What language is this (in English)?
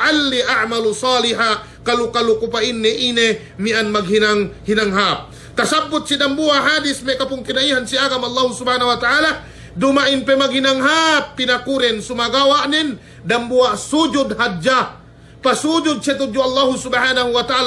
Yakan